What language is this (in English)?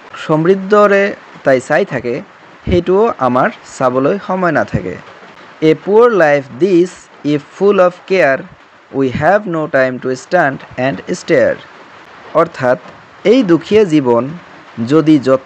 Assamese